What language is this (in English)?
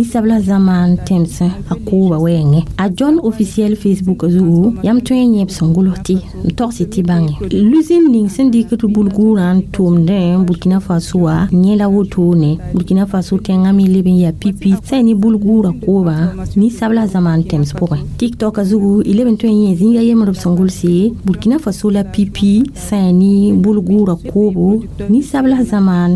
Mossi